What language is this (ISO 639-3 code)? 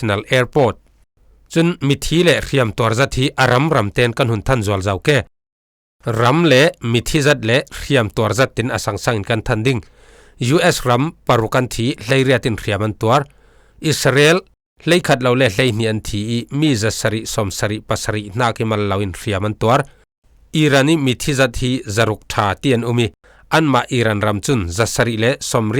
cfm